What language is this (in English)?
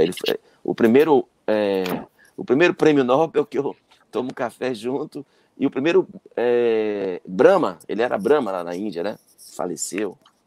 Portuguese